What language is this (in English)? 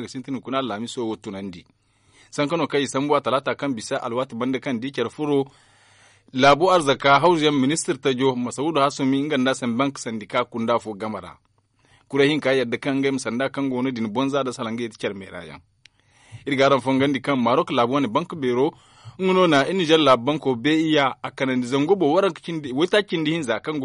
Zarma